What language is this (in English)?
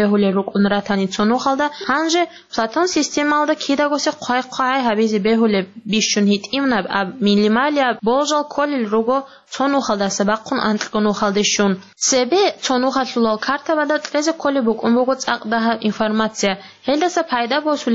Avaric